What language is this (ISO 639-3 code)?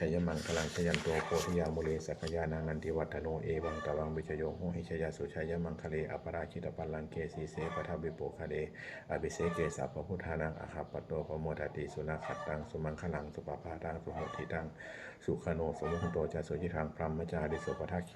pli